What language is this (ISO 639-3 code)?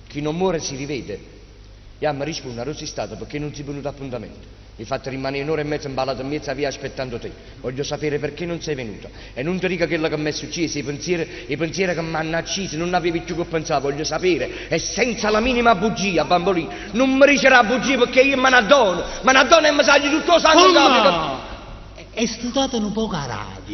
nap